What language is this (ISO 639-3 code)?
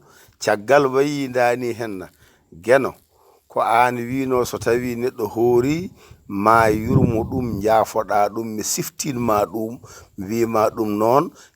ful